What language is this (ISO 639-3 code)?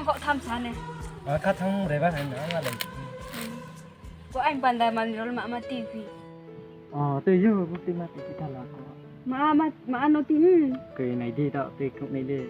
ria